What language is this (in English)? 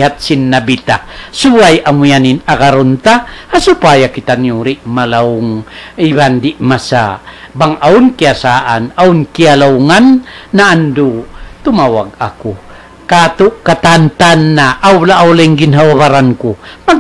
Tausug